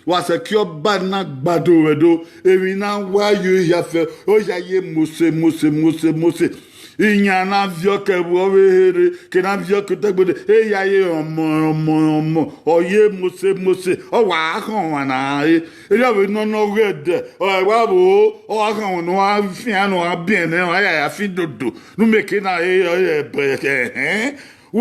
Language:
Bini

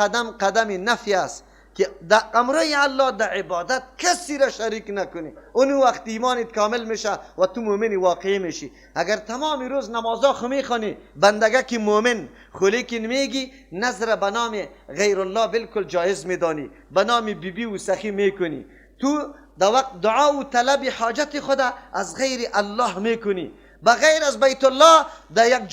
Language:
Persian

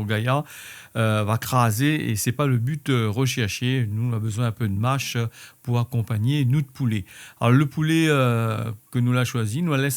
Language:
Réunion Creole French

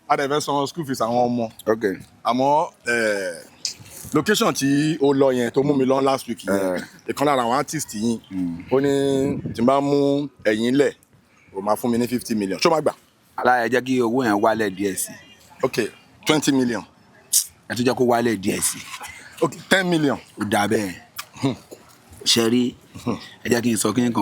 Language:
Yoruba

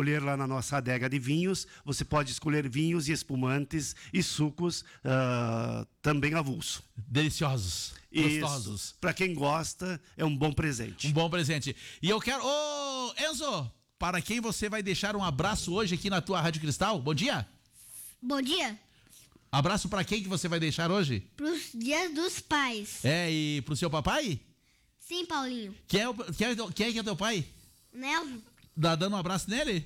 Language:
Portuguese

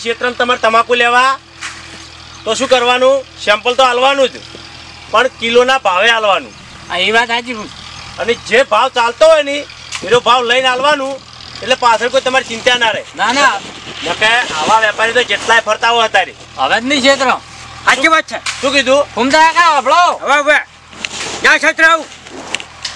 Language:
Gujarati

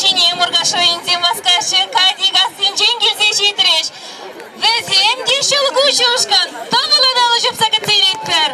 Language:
Chuvash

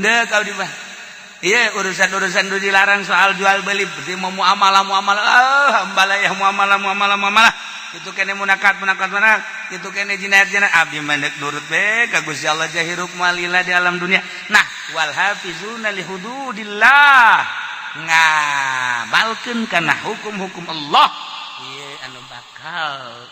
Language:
Sundanese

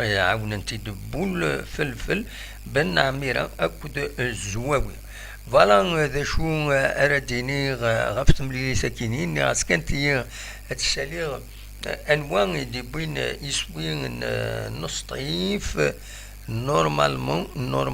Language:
Kabyle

